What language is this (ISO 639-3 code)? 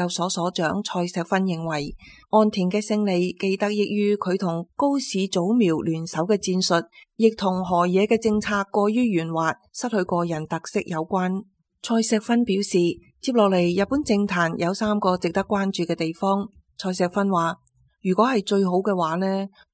yue